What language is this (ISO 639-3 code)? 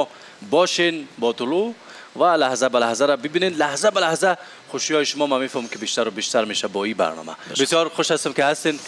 fas